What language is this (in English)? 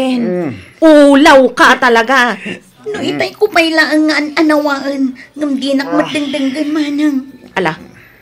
Iloko